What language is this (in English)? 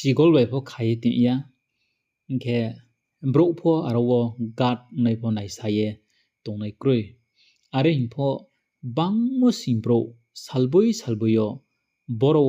Riang (India)